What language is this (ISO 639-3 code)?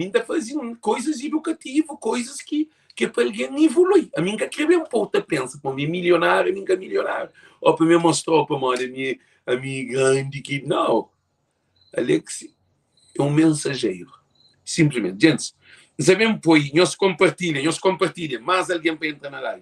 kea